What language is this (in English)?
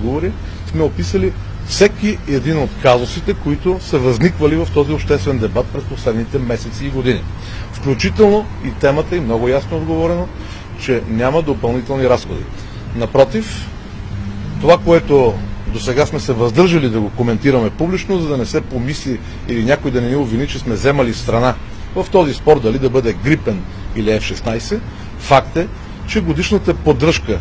Bulgarian